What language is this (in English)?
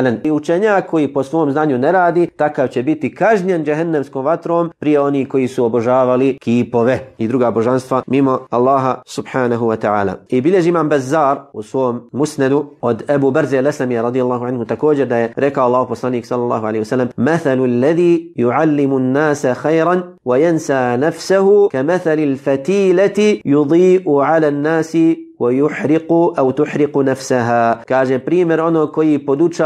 Bosnian